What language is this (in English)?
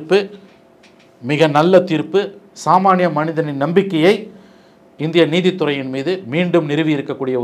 Tamil